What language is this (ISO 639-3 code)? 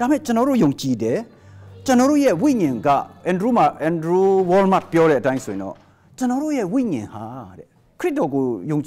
mya